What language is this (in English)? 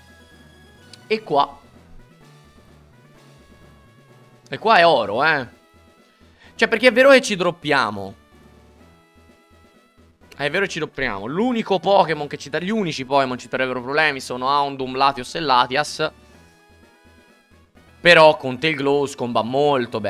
Italian